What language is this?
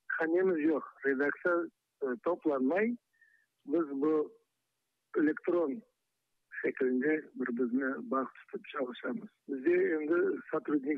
Crimean Tatar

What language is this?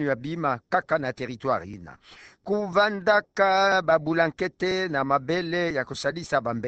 Kituba (Democratic Republic of Congo)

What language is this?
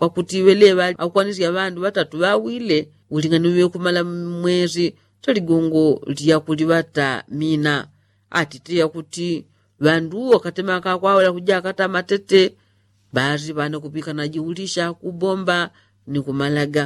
Yao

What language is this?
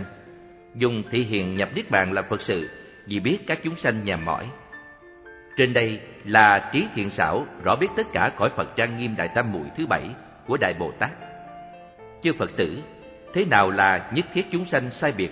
Vietnamese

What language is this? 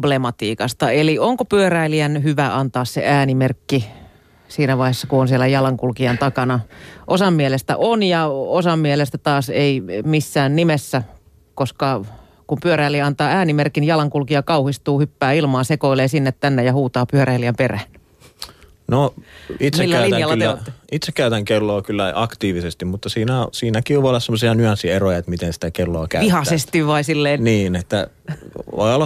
Finnish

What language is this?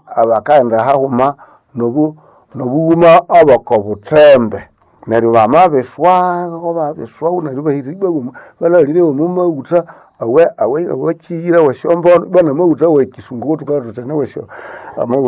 Nande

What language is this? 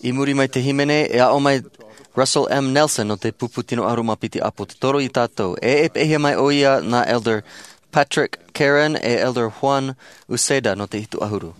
Tahitian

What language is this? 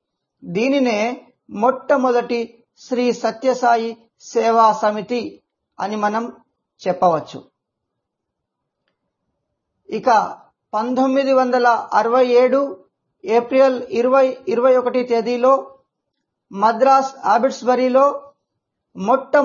Telugu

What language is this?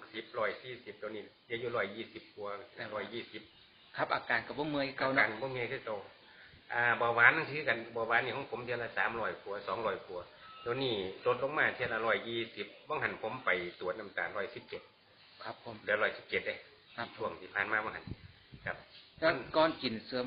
Northeastern Thai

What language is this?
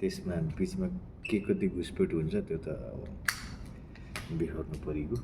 Nepali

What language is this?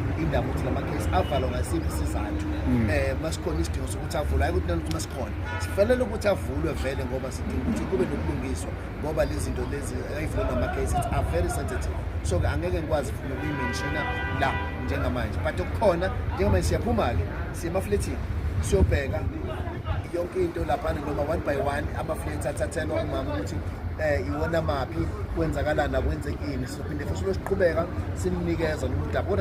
Zulu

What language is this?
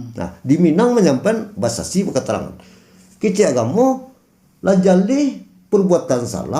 Minangkabau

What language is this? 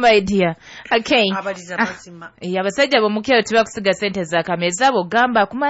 Nyoro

